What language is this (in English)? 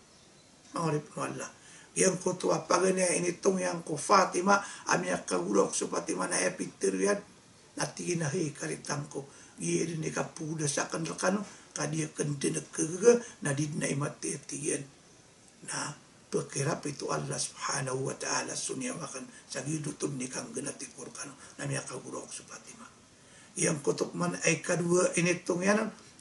Maranao